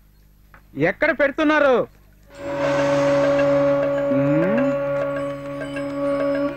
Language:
Telugu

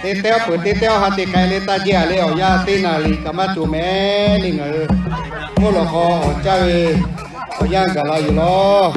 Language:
Lahu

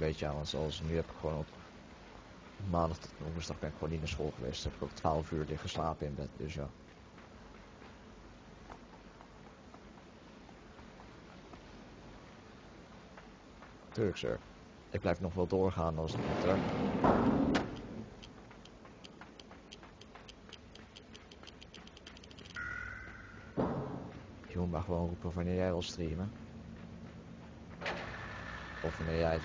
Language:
Dutch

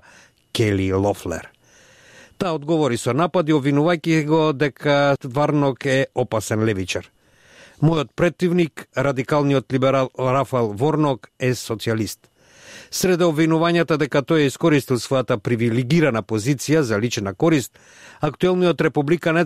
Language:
Macedonian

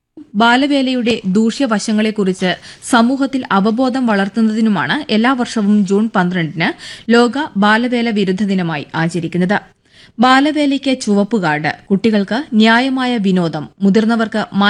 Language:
Malayalam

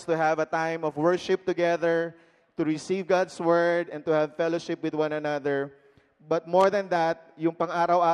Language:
Filipino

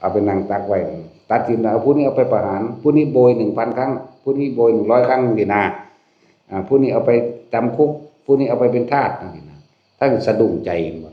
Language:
Northeastern Thai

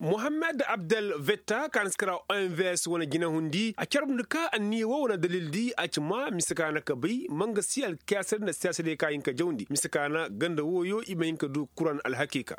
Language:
Koyraboro Senni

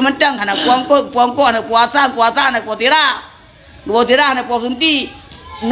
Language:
Achinese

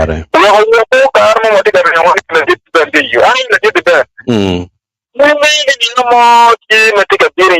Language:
Acoli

